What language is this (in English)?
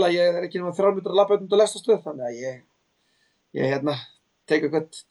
Icelandic